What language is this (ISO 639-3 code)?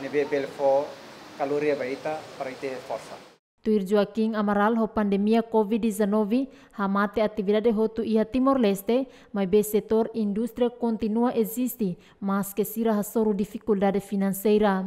tet